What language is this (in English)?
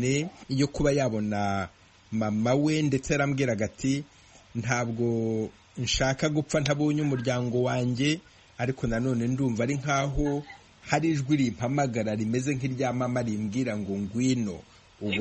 Kinyarwanda